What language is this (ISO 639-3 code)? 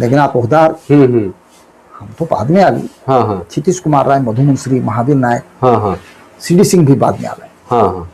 sck